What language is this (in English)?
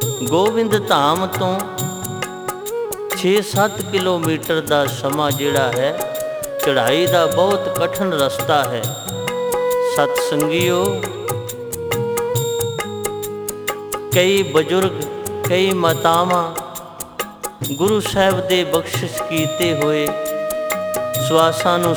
Punjabi